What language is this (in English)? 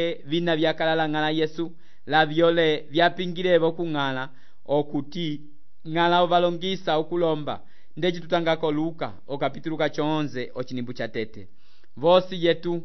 Umbundu